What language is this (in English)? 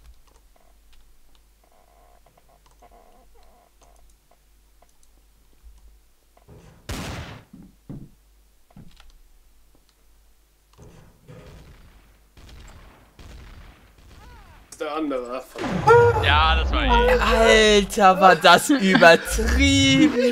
German